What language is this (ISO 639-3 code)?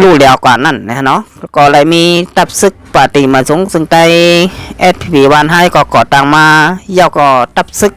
shn